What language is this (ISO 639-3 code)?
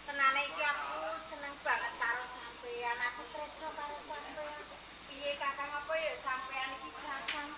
jav